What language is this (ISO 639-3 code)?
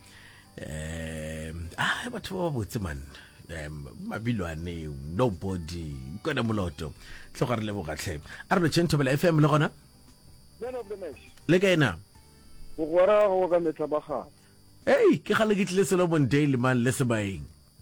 nso